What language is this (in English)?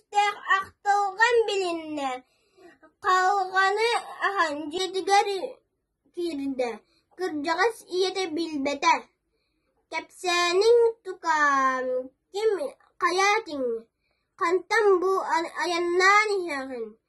Yakut